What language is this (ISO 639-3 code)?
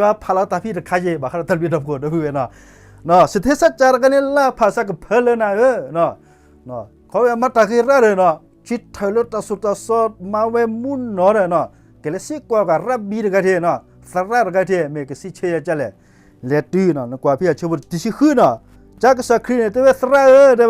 ksw